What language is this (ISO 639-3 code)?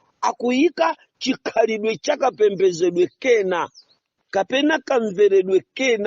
nya